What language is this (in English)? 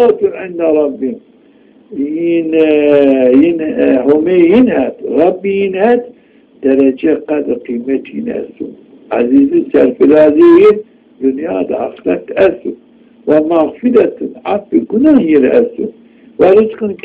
Zaza